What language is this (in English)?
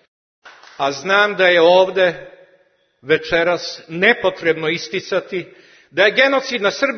Serbian